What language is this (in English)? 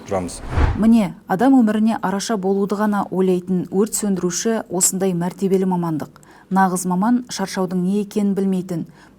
Kazakh